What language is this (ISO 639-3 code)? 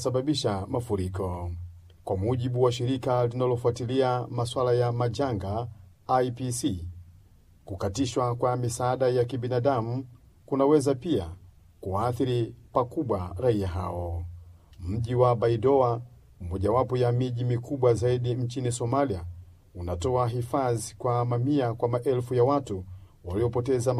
swa